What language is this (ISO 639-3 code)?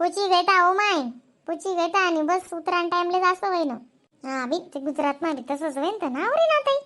khn